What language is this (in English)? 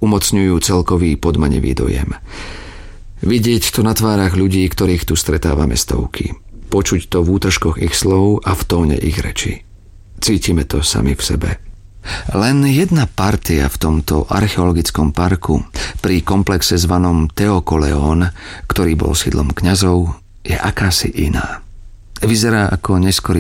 Slovak